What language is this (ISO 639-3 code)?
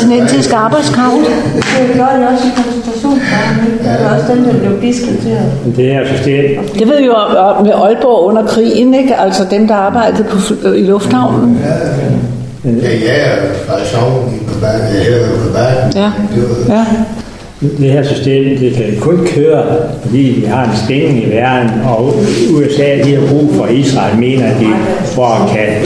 dan